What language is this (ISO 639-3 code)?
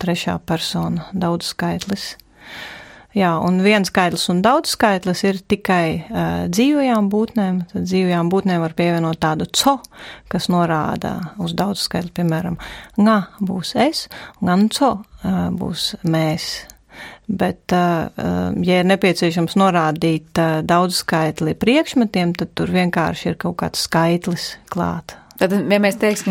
lav